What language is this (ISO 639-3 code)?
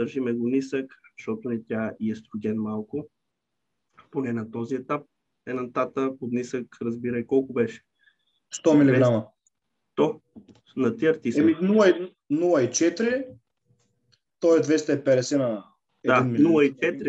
bul